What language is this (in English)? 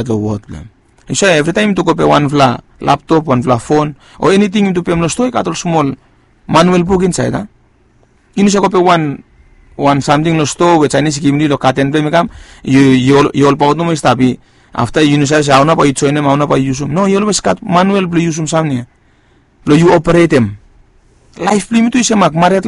Bislama